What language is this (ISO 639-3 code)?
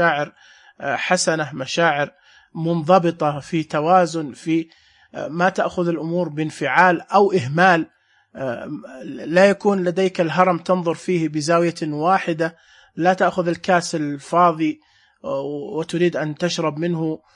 ars